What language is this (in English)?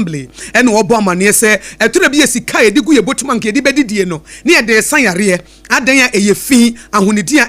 Akan